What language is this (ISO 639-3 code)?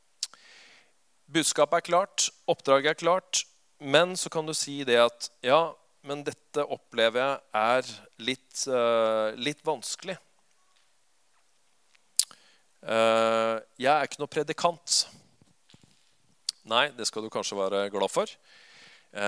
nor